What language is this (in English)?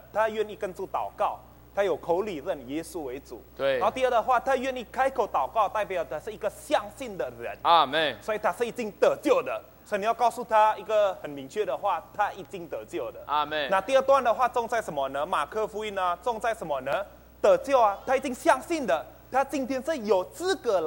Chinese